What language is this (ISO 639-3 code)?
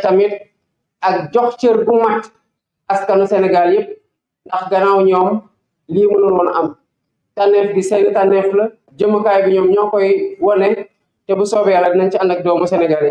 wol